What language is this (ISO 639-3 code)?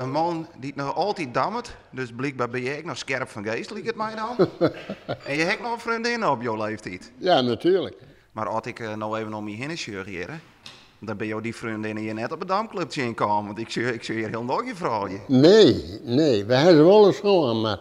fry